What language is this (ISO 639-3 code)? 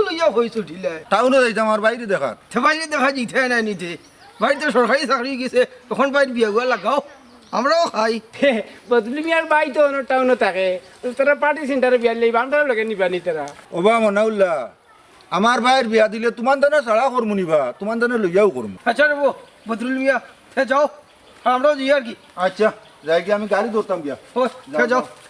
syl